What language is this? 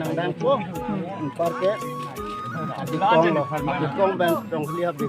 Karbi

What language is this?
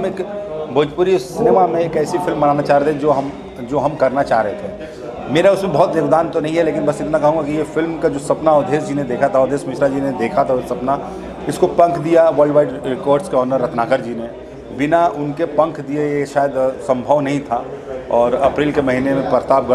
Hindi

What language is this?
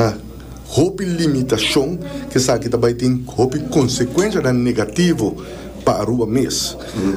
Papiamento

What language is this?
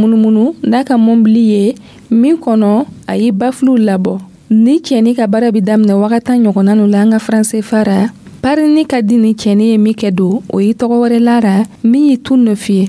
Dyula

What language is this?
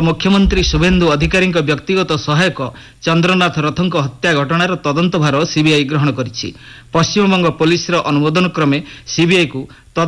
Odia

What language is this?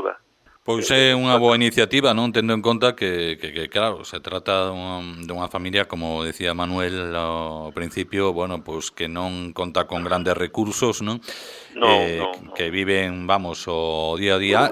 Galician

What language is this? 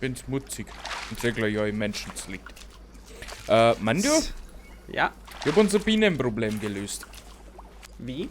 Bavarian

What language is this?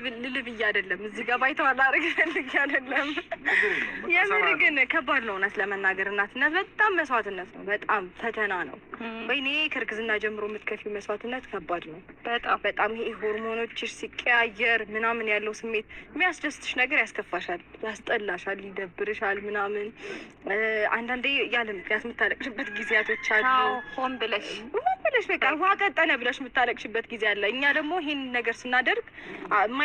Amharic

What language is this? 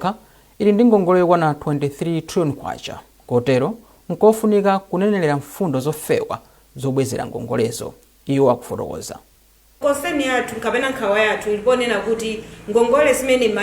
Nyanja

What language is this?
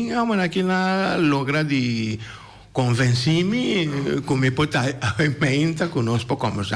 Papiamento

